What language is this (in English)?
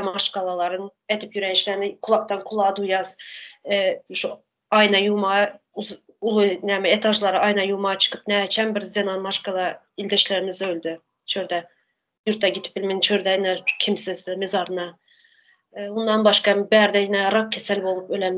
Turkmen